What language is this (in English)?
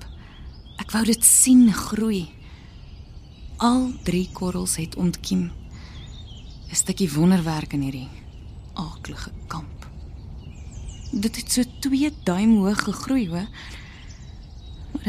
Afrikaans